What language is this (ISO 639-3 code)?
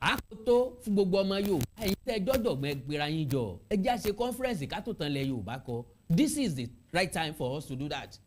yor